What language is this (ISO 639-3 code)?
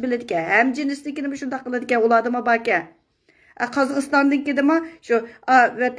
uig